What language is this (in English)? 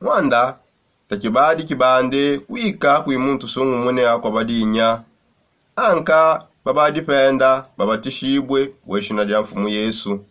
Songe